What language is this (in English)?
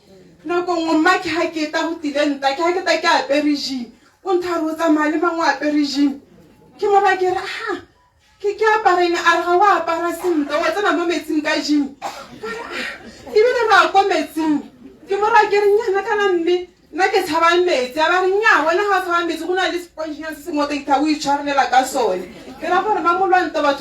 Tswana